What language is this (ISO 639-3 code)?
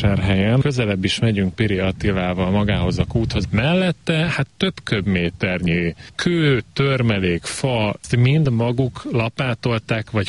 hun